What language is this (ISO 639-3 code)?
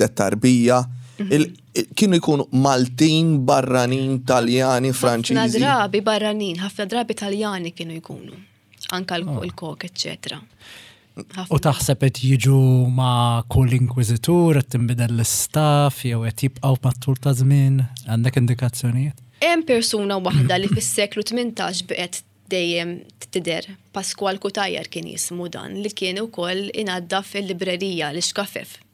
mlt